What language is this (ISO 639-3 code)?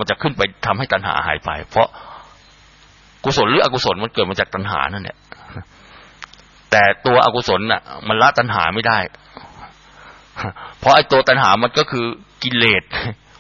tha